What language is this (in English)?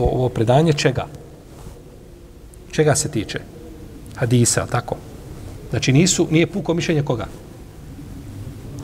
Bosnian